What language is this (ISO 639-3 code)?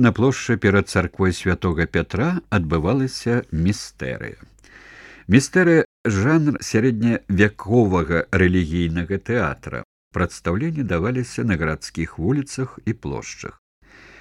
bel